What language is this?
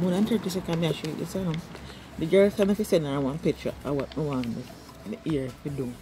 Jamaican Creole English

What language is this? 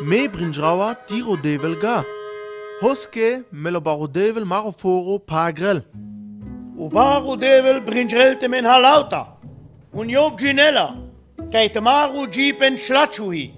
Sinte Romani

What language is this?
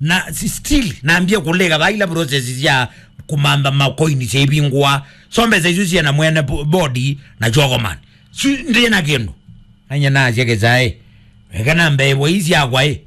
Kamba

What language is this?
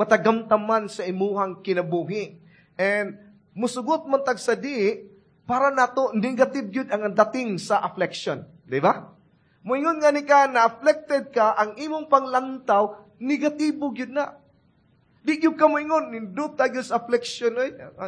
Cebuano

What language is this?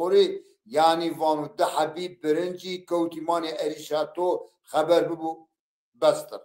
Zaza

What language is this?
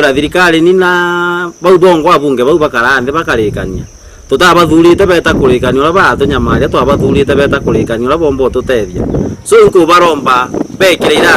Meru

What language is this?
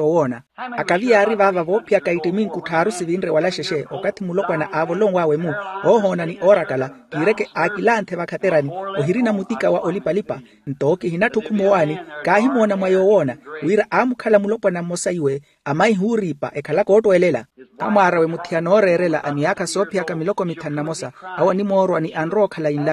Makhuwa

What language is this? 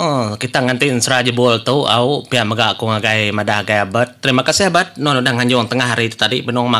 Iban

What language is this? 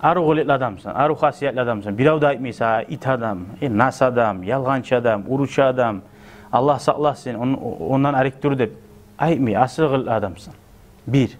Kumyk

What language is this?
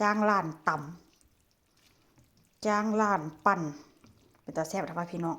Northeastern Thai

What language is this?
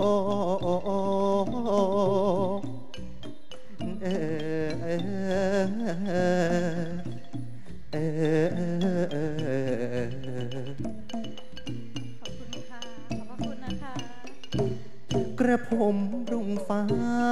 Thai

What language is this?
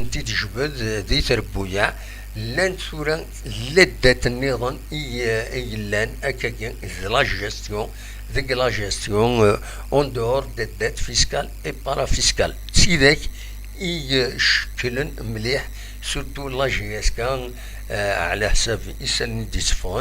Kabyle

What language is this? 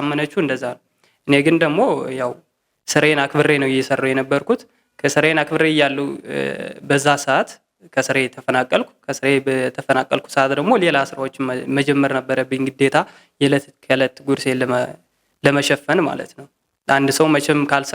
Amharic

